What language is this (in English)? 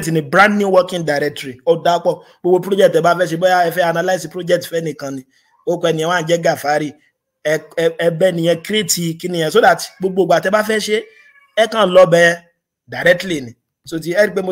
Yoruba